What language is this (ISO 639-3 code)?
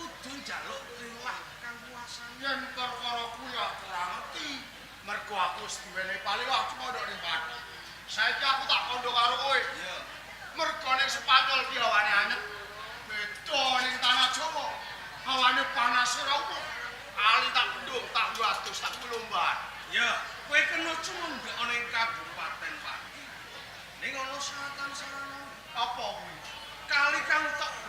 jav